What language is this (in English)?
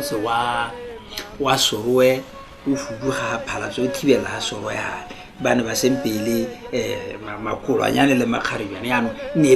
Tswana